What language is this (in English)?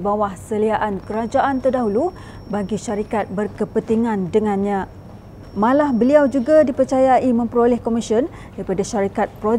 Malay